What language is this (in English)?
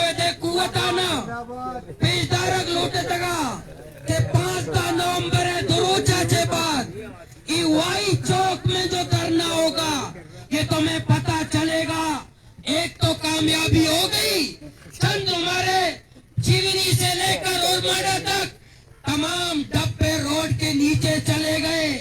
Baluchi